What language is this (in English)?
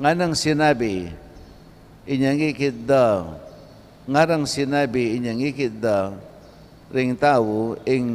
Pampanga